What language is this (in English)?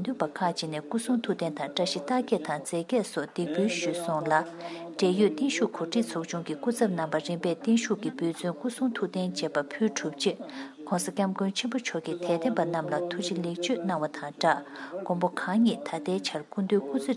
Tibetan